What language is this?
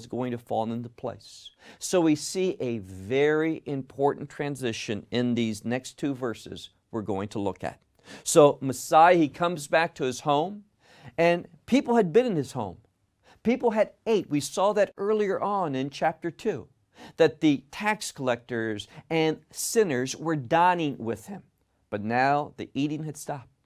English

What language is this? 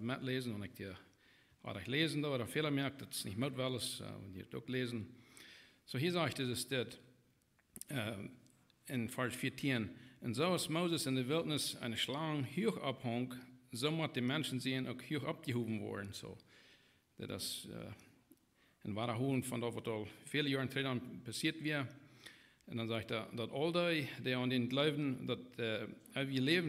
Plautdietsch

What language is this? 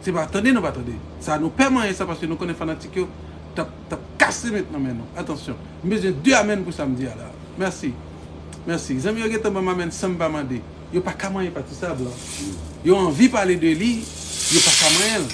Haitian Creole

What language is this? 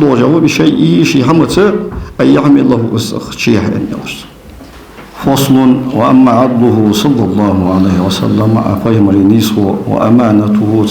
Ingush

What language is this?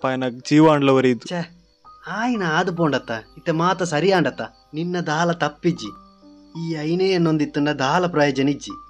Tulu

